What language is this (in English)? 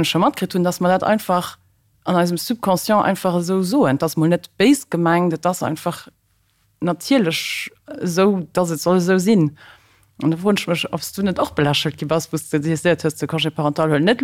Luxembourgish